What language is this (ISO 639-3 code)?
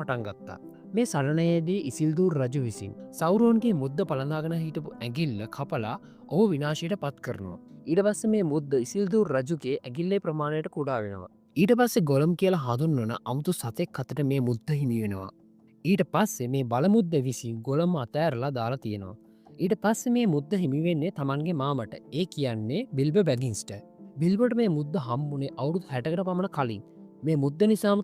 sin